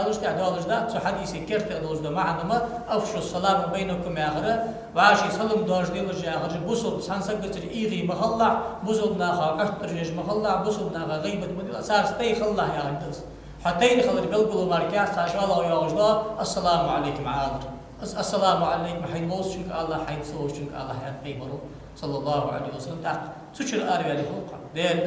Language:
Ingush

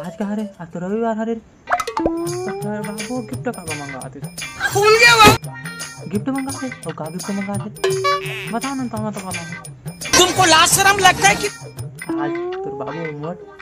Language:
Chhattisgarhi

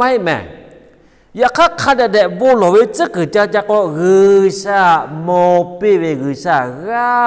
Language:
Lahu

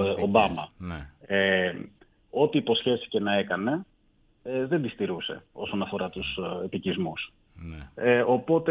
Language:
Greek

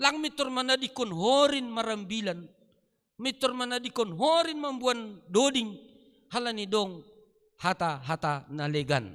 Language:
Batak Simalungun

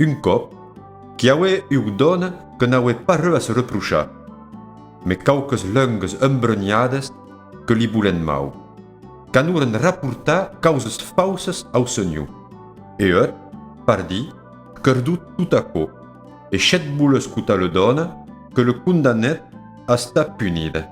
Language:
Occitan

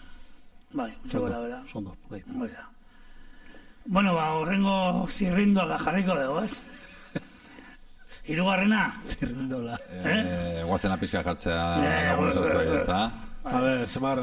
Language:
Basque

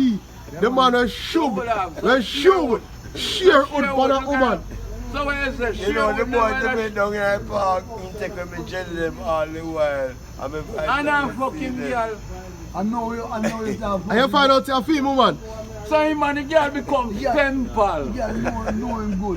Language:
Jamaican Creole English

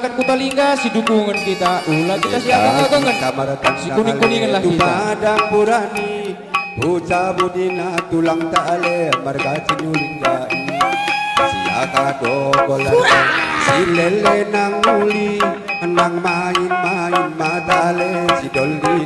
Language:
Batak Karo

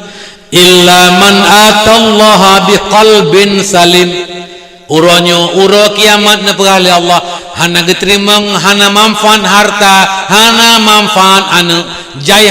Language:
Achinese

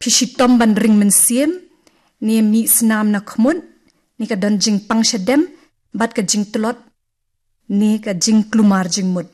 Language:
Khasi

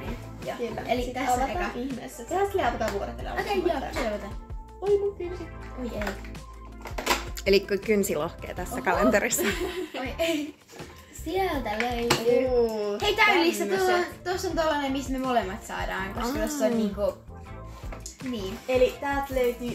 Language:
Finnish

